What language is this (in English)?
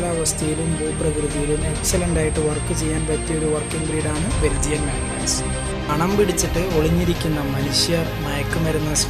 Malayalam